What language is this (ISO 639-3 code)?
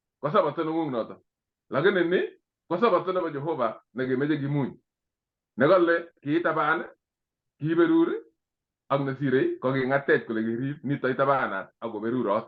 kln